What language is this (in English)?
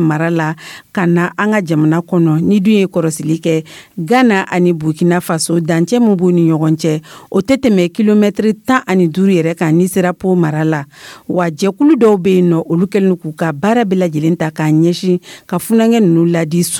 Dyula